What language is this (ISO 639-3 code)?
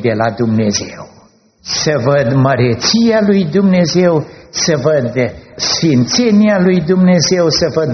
ron